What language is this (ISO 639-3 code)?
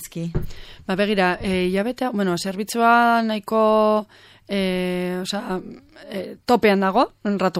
eus